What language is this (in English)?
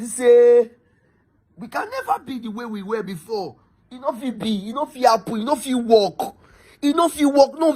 Nigerian Pidgin